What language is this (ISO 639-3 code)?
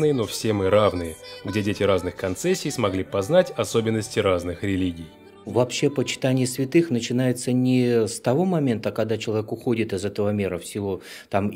rus